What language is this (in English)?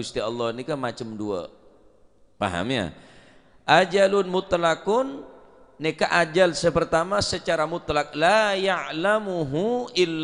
Madurese